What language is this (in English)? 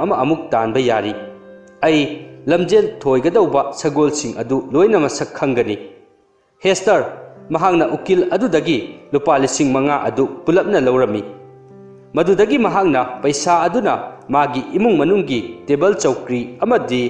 Manipuri